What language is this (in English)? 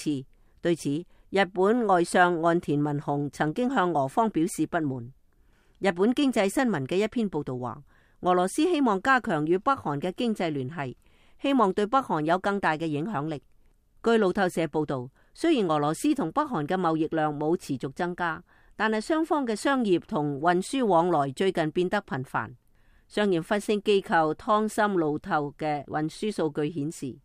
Cantonese